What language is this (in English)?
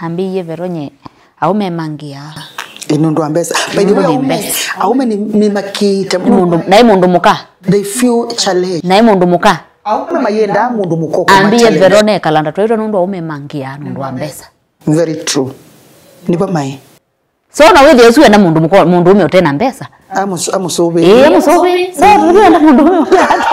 Kamba